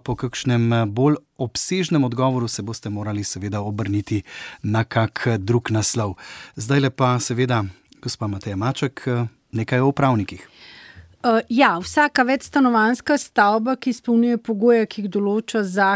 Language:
Slovenian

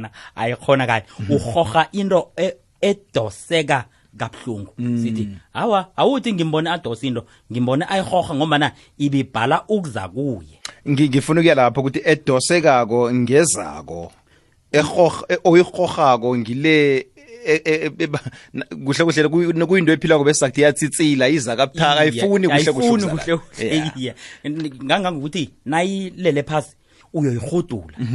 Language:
South Ndebele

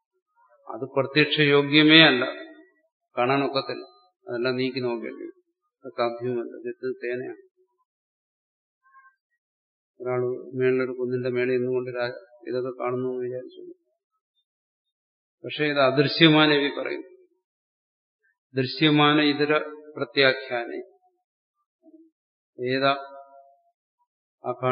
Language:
Malayalam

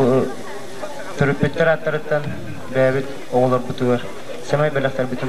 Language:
Yakut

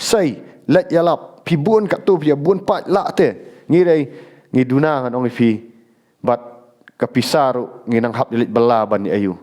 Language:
Khasi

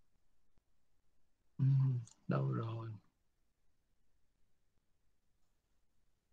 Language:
Vietnamese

